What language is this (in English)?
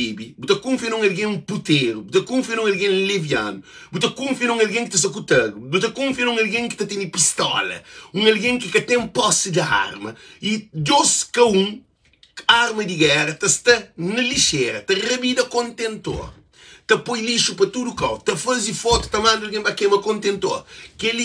Kabuverdianu